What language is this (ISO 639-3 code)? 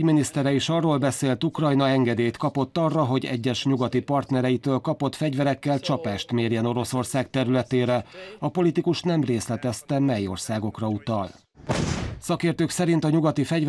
hun